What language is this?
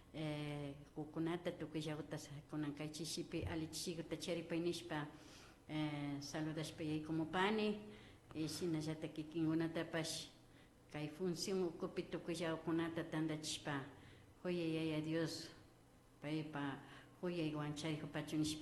Imbabura Highland Quichua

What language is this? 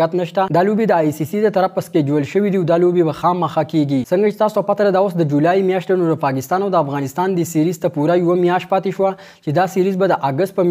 Pashto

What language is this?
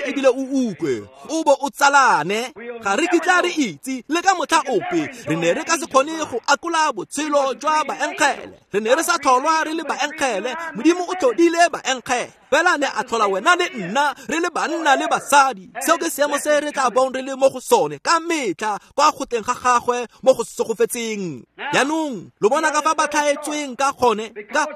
Tswana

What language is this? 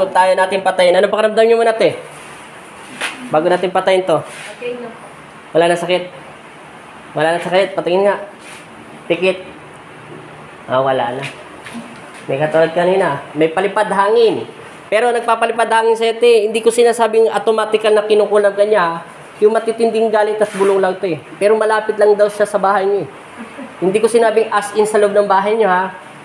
Filipino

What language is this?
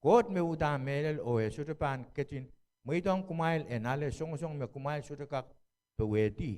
Pohnpeian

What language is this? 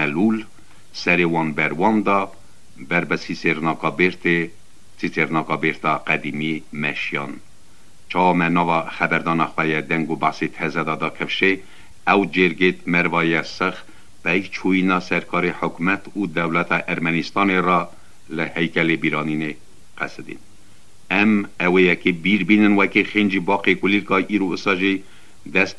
Kurdish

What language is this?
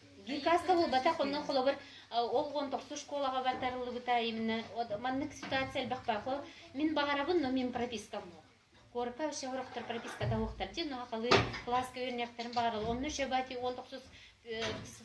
Yakut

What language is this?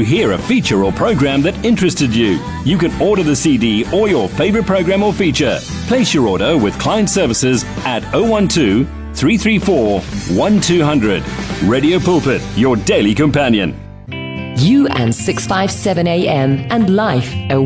English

